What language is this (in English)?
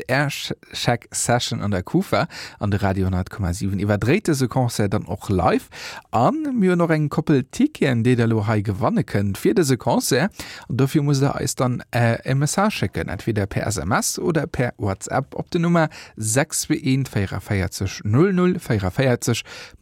Luxembourgish